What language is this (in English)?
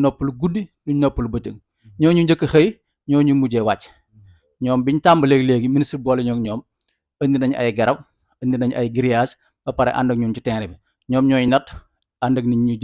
Wolof